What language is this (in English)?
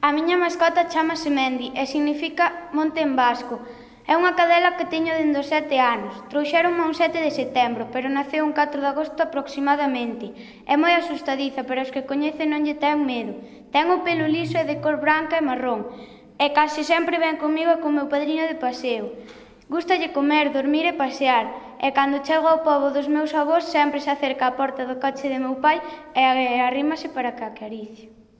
Galician